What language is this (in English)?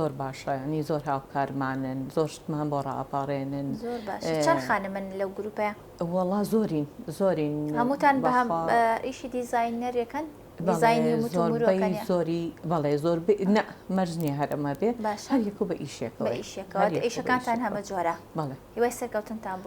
Central Kurdish